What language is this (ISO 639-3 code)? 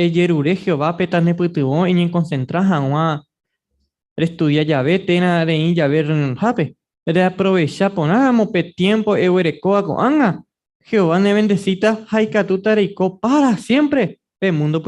grn